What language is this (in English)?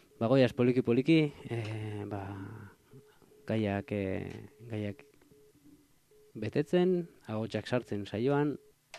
Basque